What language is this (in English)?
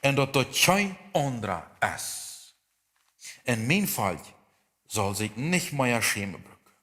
Plautdietsch